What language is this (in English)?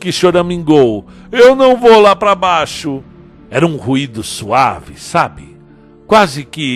Portuguese